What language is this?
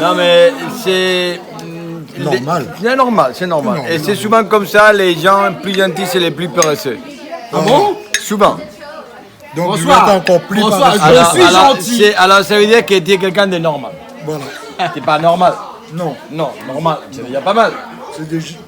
Réunion Creole French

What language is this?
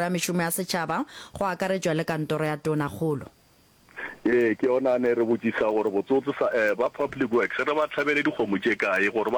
Northern Sotho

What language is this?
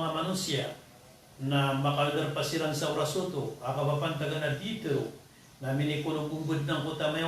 Maranao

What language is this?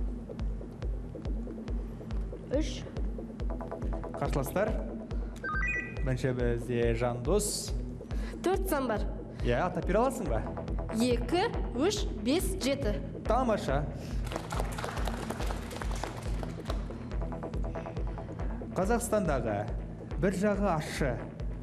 Kazakh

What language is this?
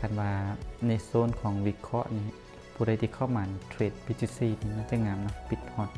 Lao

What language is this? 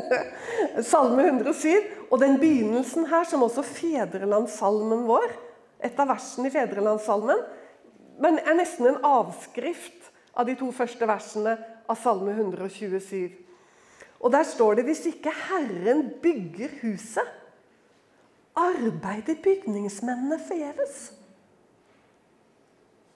Norwegian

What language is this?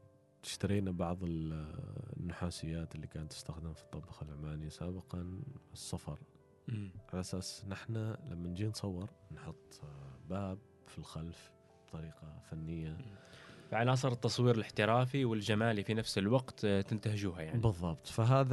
Gulf Arabic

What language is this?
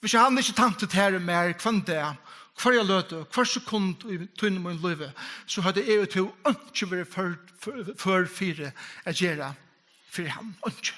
Faroese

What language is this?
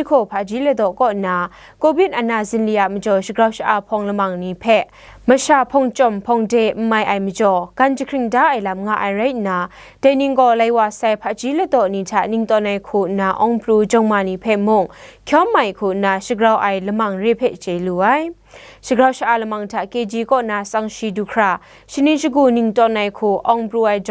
Kachin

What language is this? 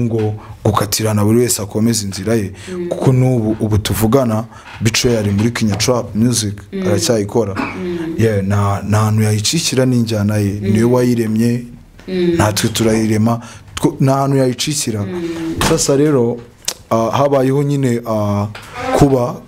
Kinyarwanda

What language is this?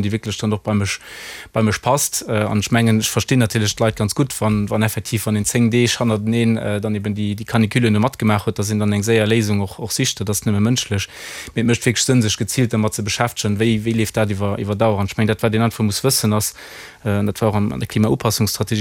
Luxembourgish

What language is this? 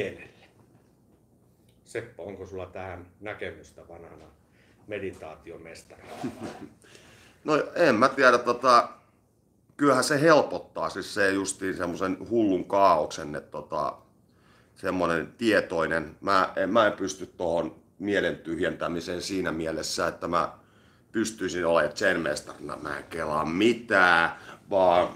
Finnish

